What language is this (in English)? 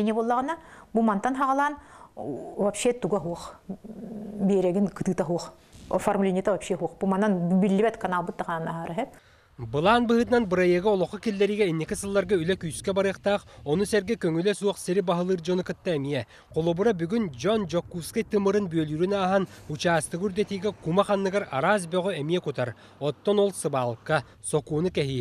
Yakut